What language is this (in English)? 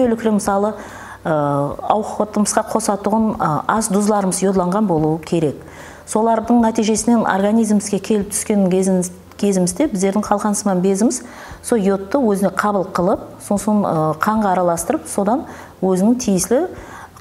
Kara-Kalpak